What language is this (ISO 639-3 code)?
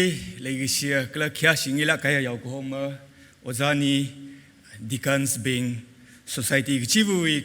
nmf